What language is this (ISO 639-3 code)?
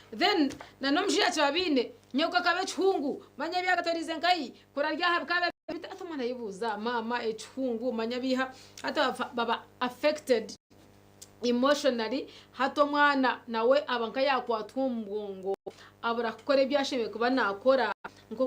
nyn